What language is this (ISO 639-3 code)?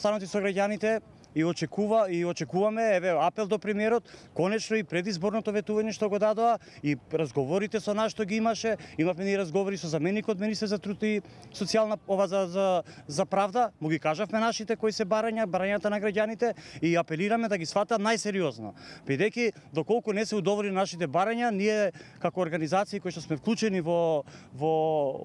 mkd